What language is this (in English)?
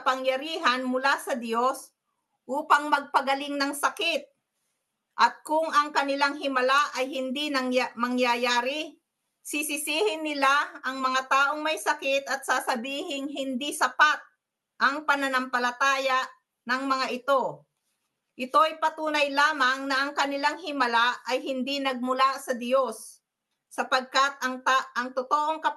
Filipino